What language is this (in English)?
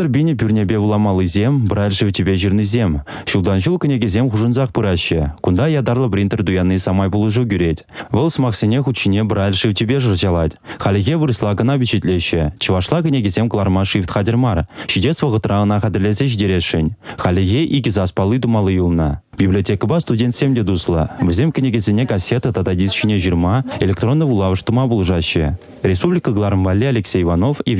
Chuvash